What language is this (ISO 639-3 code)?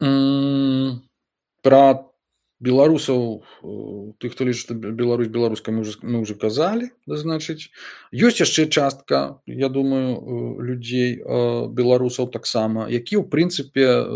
bel